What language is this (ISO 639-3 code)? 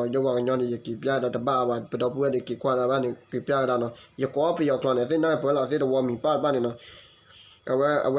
ksw